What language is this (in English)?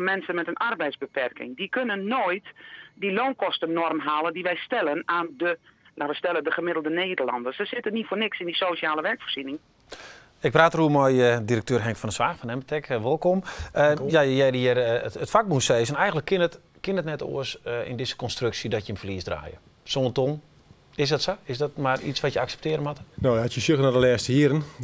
Western Frisian